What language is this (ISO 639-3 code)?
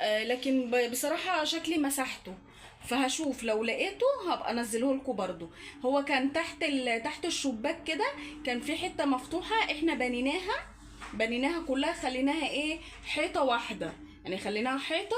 arz